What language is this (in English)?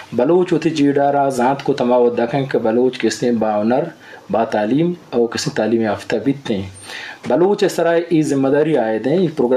Eastern Balochi